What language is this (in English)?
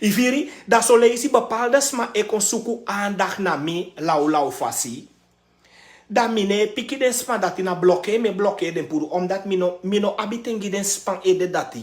Sranan Tongo